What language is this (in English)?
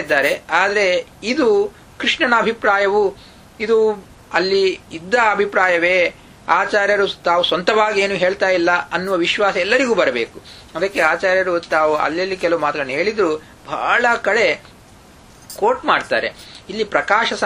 Kannada